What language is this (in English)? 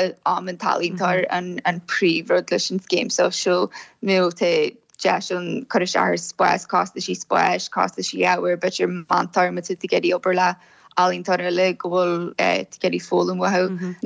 Irish